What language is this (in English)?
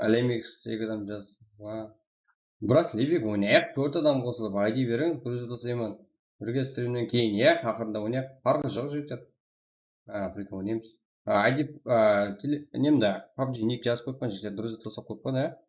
Kara-Kalpak